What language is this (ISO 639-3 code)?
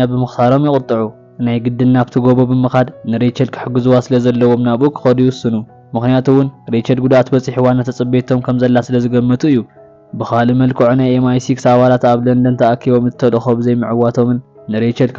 tir